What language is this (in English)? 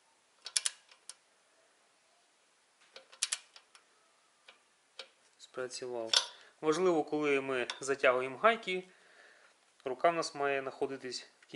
Ukrainian